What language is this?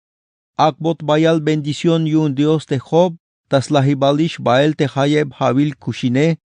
Tzeltal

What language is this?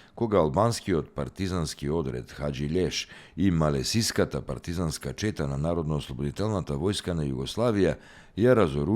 Macedonian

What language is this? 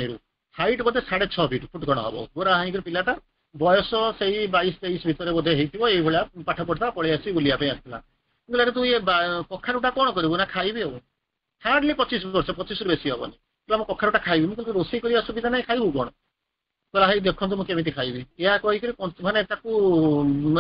Odia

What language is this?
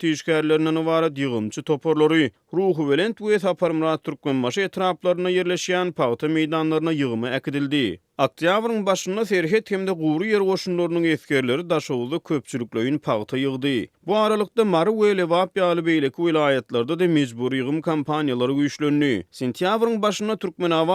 Turkmen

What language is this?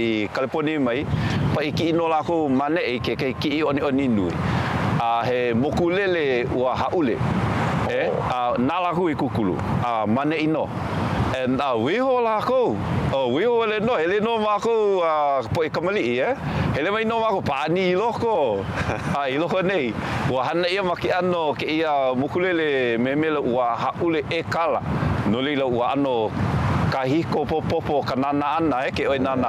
Hawaiian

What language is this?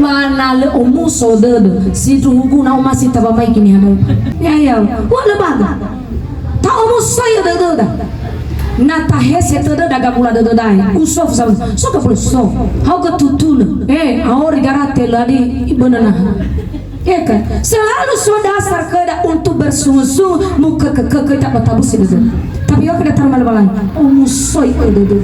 Nias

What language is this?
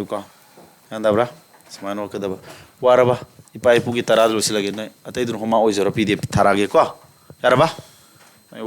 Manipuri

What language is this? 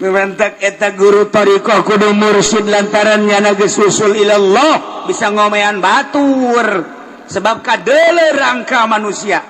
Sundanese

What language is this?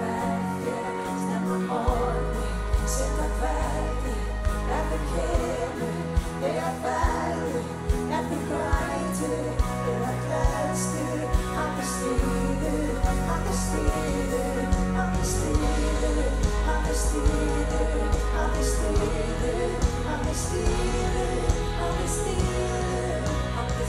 Icelandic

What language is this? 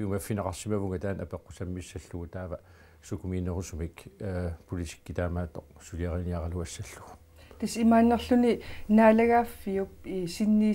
Kalaallisut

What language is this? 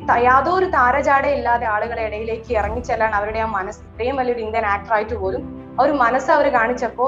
Malayalam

